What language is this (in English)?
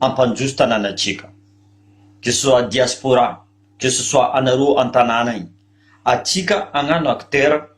Malagasy